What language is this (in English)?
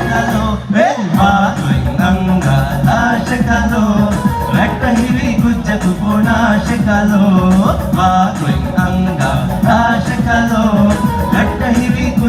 Divehi